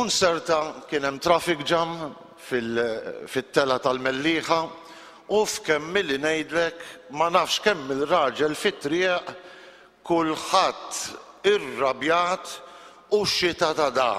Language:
Maltese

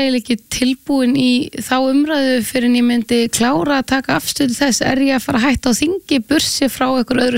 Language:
Icelandic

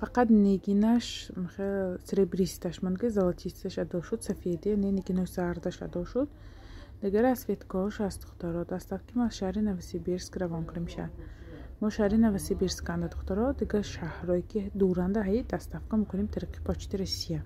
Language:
Tajik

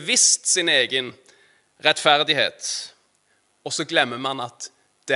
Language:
Norwegian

